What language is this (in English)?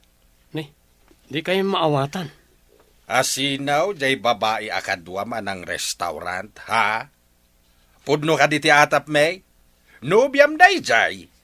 Iloko